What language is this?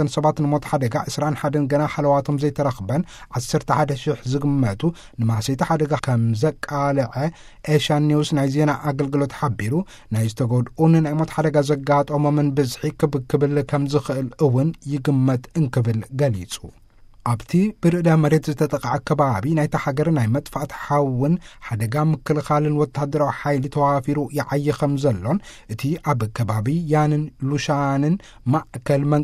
Tigrinya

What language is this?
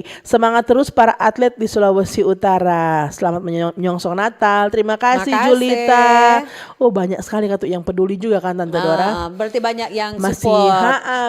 Manado Malay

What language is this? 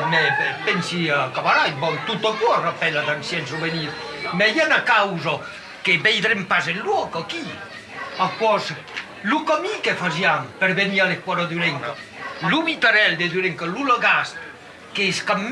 Occitan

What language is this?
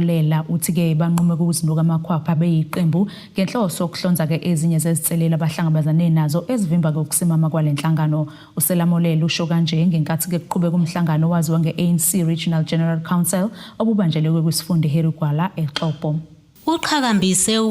Zulu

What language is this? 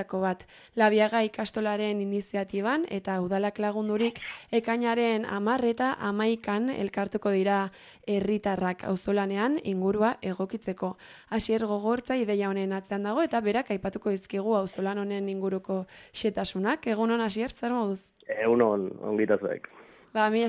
Basque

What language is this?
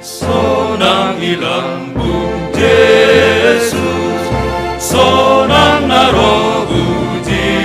Batak Simalungun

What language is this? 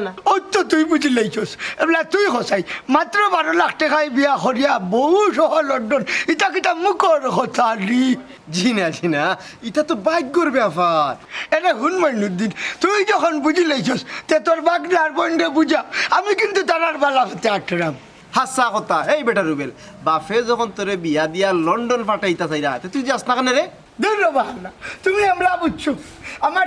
Sylheti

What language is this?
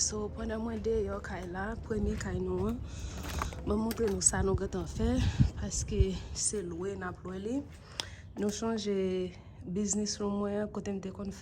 Haitian Creole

